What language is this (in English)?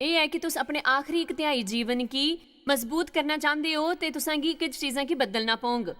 Dogri